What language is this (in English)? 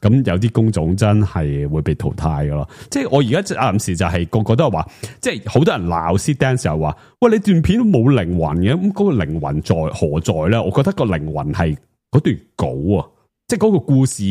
Cantonese